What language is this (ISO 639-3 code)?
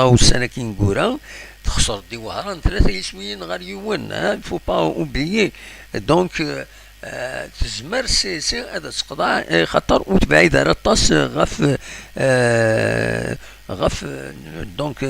kab